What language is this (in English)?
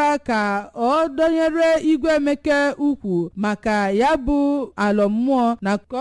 Igbo